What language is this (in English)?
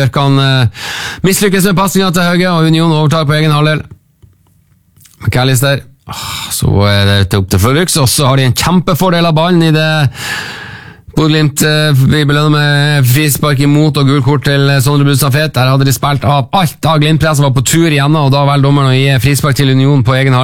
Norwegian